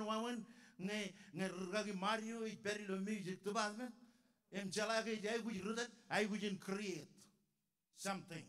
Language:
Marshallese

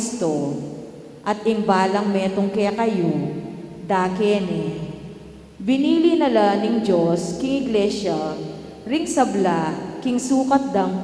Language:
Pampanga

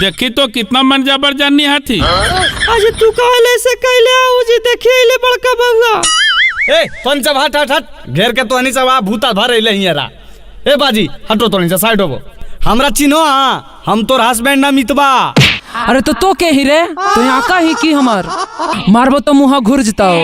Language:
Magahi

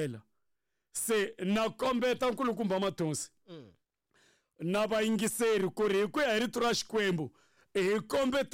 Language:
Tsonga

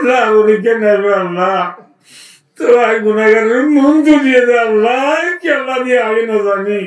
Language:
Rohingya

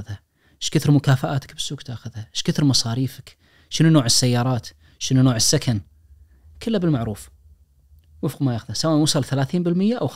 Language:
Najdi Arabic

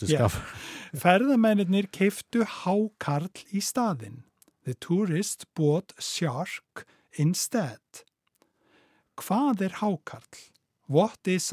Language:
Icelandic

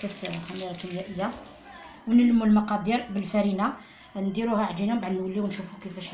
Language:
Algerian Arabic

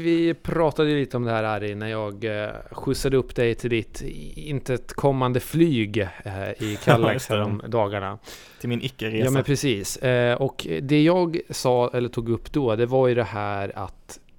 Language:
Swedish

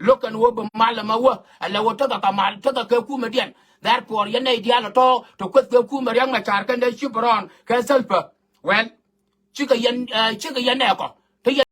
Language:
Nuer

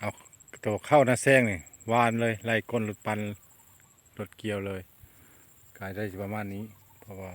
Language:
Lao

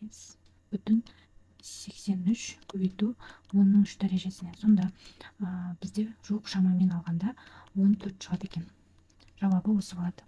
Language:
Kazakh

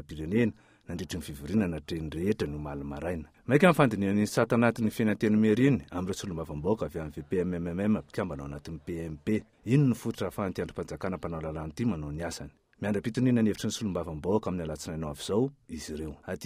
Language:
Malagasy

